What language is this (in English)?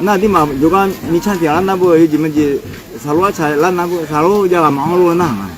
Akha